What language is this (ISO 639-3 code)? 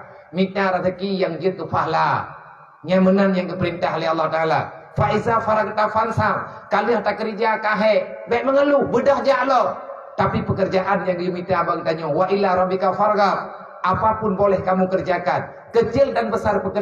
ace